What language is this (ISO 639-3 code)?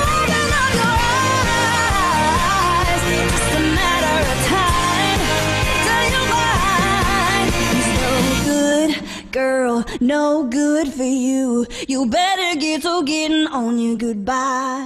eng